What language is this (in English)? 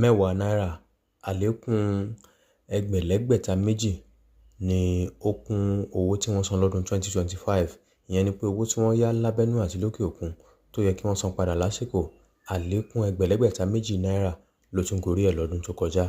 Yoruba